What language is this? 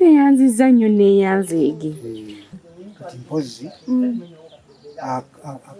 Ganda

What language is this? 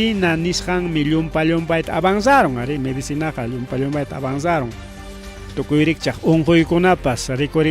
Ayacucho Quechua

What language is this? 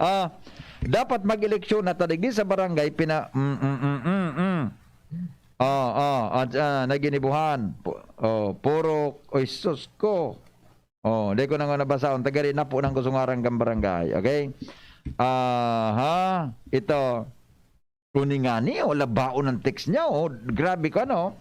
Bikol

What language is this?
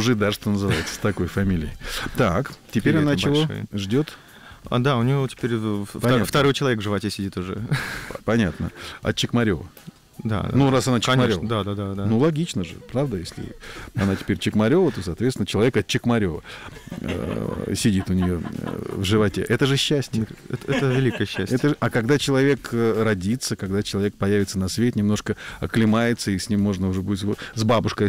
Russian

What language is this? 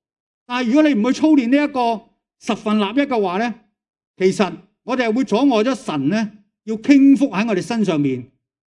Cantonese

